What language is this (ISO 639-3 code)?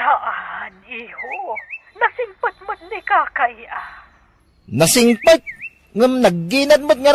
ilo